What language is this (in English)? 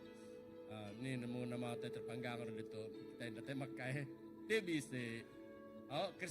Iban